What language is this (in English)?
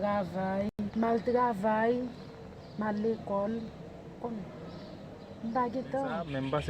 Haitian Creole